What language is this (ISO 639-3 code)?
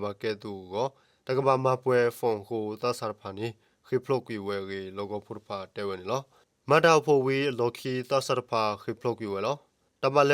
ksw